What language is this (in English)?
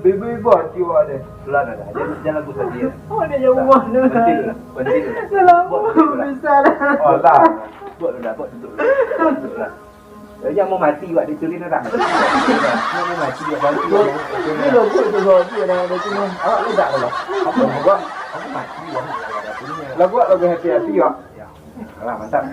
Minangkabau